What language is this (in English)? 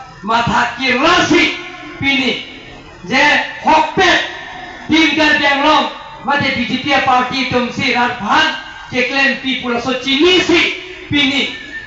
Karbi